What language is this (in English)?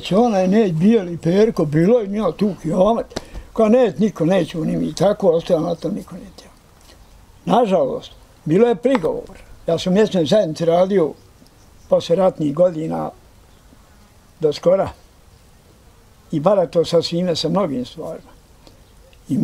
Bosnian